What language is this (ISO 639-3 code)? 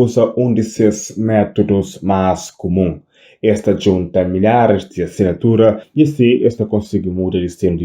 kea